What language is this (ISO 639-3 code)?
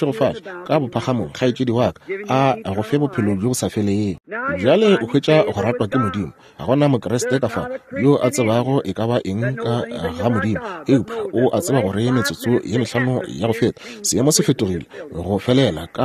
nso